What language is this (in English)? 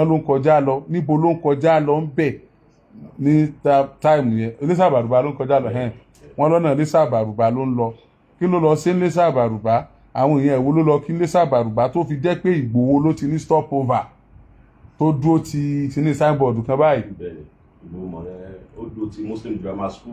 Yoruba